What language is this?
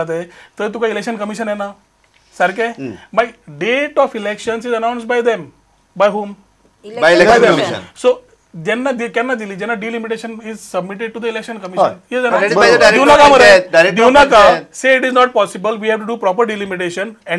Konkani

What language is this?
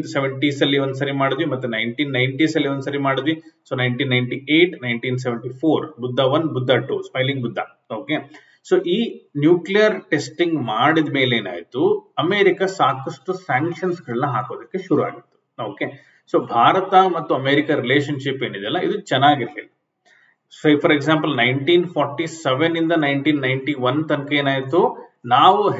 Kannada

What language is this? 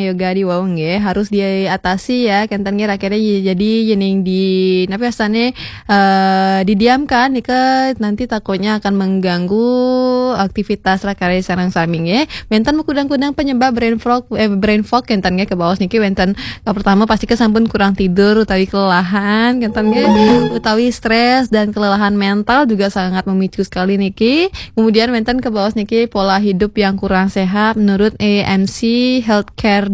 Balinese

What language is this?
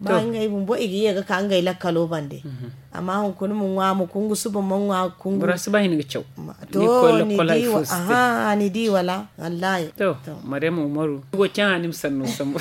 Zarma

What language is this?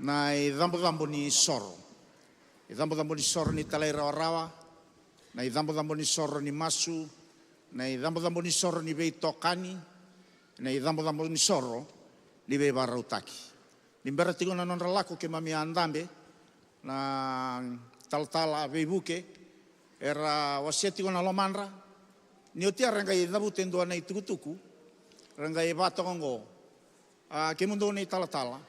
Fijian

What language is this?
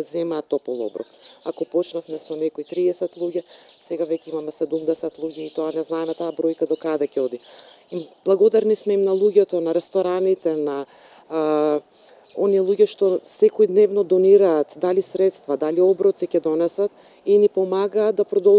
Macedonian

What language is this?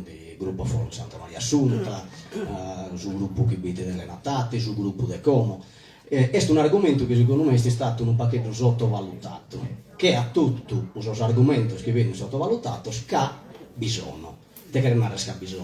Sardinian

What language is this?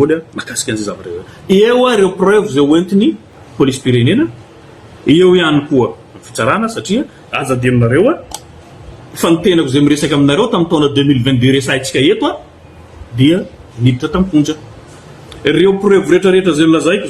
Malagasy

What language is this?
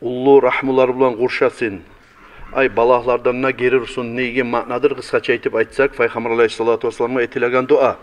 Kumyk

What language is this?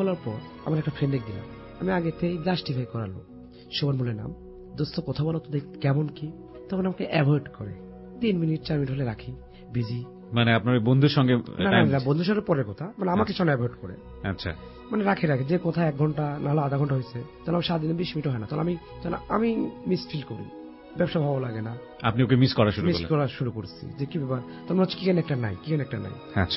Bangla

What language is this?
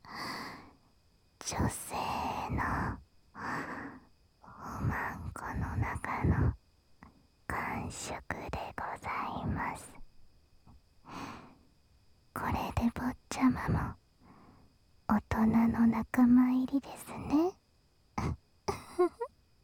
Japanese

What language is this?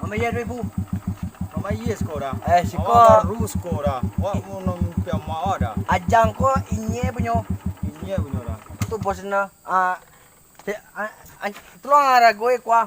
Minangkabau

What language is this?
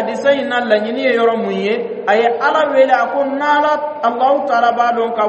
Dyula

